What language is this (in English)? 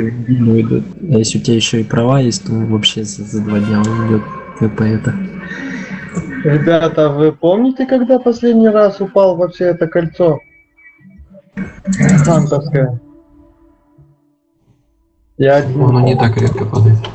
Russian